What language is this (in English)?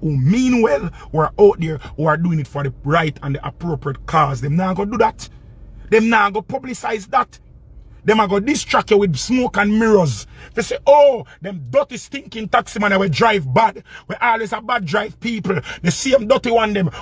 Jamaican Creole English